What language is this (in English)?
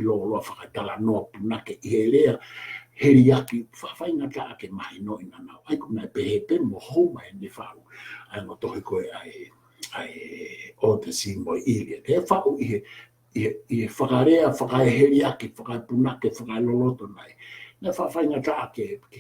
Tongan